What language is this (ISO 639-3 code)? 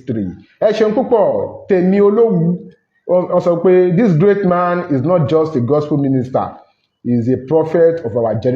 yor